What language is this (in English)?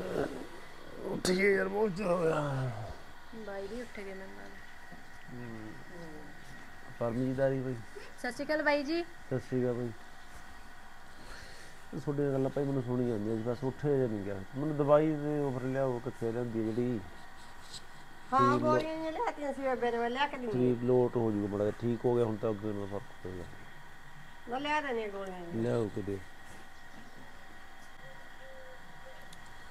Punjabi